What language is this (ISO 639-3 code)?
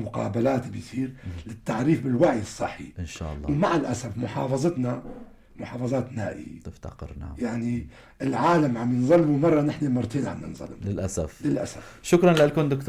apc